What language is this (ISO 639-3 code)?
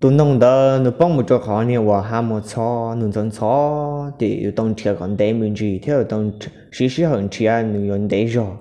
hmn